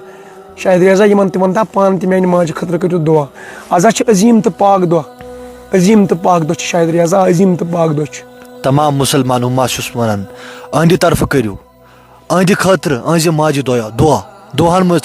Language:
Kashmiri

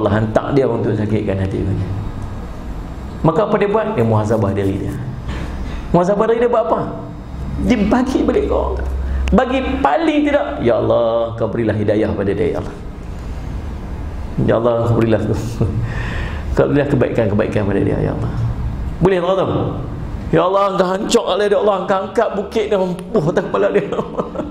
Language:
Malay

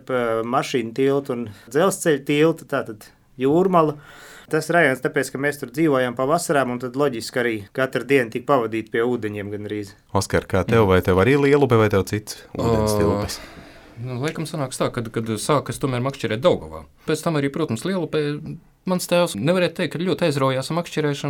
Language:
Latvian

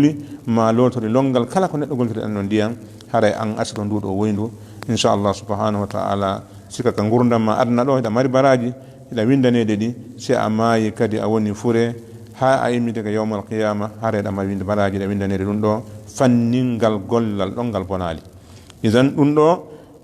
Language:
Fula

